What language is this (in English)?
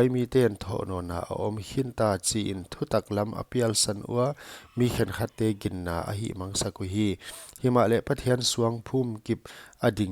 Paite Chin